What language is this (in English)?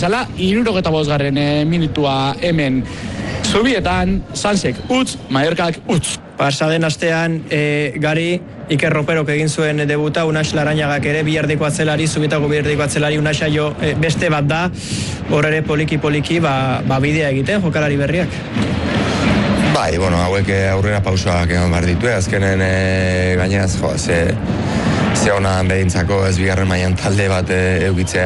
Basque